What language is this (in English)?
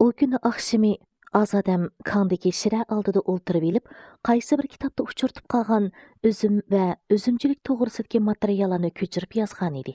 Uyghur